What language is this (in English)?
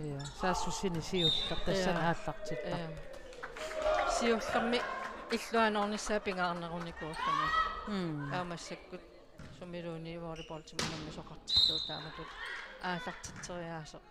Kalaallisut